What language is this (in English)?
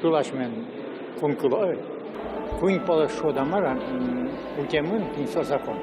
Udmurt